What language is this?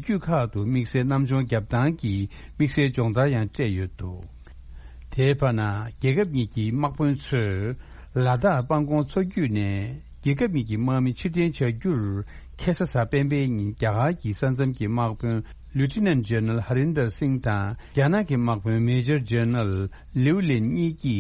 Tibetan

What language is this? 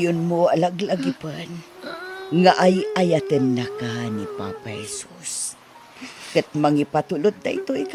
Iloko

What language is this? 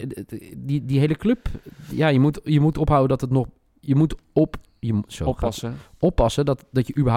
Dutch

